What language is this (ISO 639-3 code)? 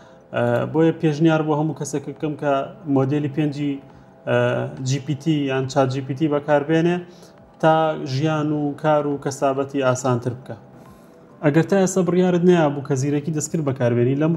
ckb